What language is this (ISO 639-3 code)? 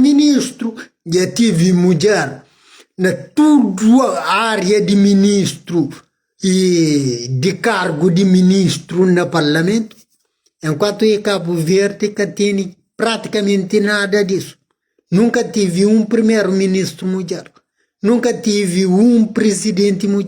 kea